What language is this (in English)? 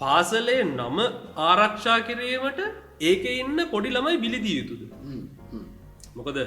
Sinhala